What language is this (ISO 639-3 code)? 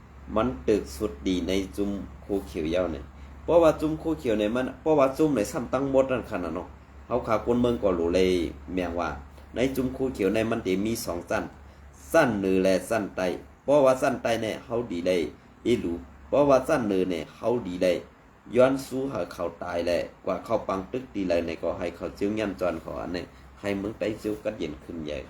shn